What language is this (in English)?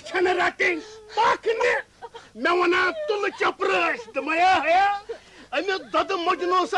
Kashmiri